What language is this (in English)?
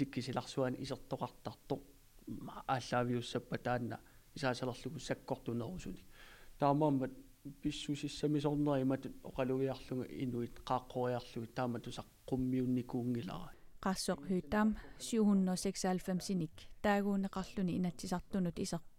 Kalaallisut